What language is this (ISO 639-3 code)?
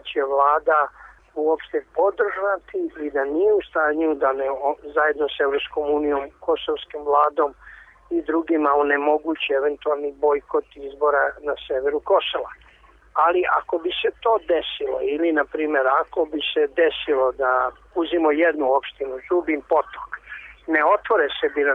srp